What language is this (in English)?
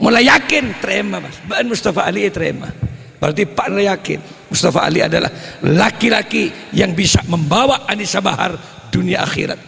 Madurese